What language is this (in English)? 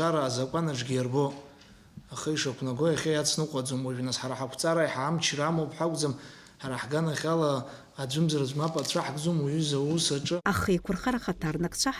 Abkhazian